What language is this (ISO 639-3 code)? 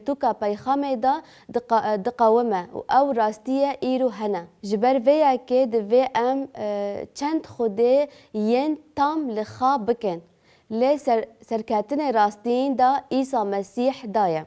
kur